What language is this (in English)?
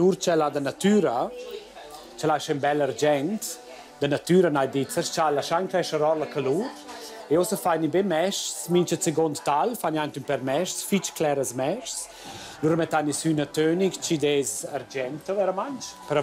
Romansh